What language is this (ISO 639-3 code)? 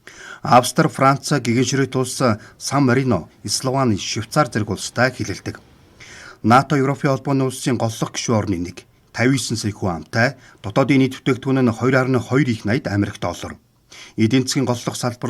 mon